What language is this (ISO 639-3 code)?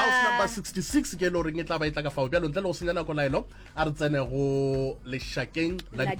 nso